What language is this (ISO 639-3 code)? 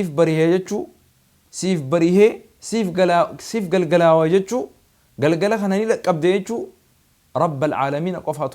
orm